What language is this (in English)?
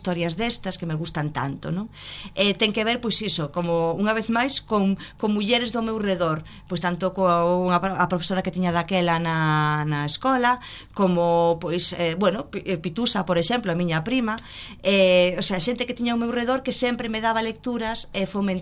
Galician